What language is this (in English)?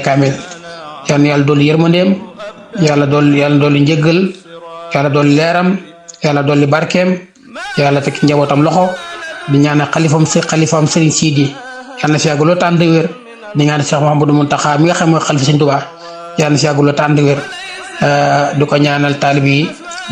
Wolof